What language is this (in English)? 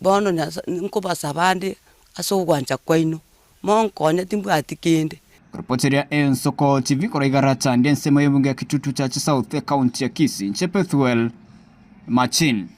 Gusii